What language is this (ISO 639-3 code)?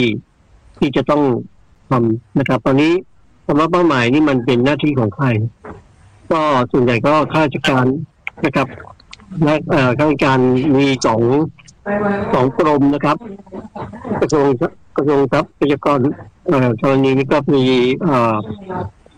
tha